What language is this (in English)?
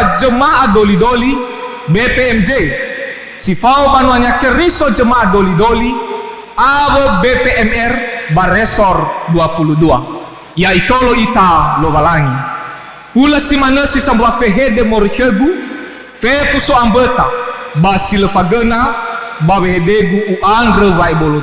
Nias